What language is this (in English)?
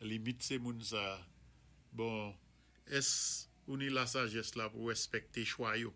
Saint Lucian Creole French